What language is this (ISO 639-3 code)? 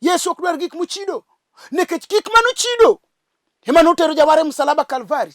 luo